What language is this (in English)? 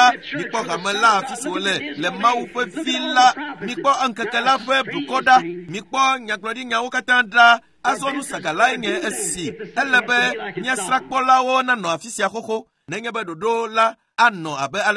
Ewe